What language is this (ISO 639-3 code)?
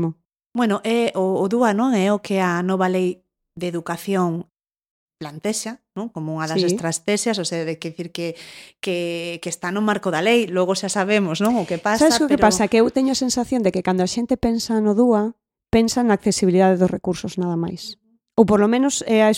glg